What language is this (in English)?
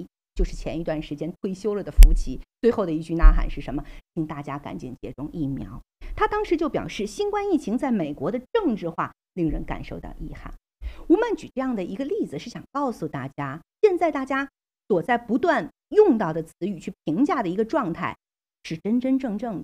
Chinese